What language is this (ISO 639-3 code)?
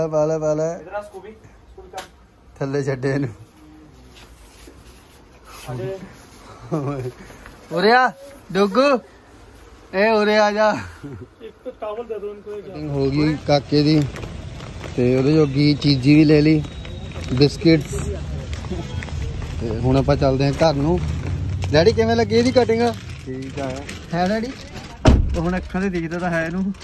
pan